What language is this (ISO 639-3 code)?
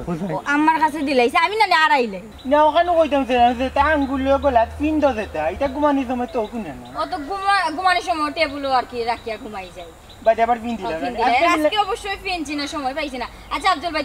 syl